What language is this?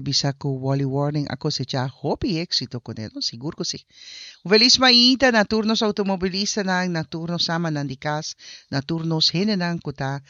Papiamento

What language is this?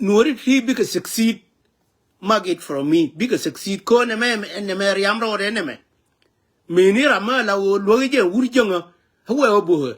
Nuer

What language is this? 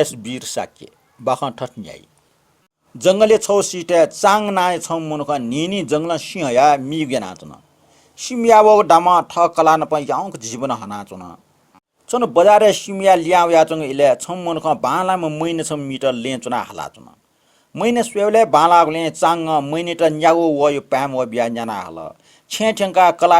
Newari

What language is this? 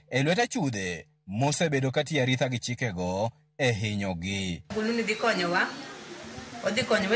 Luo (Kenya and Tanzania)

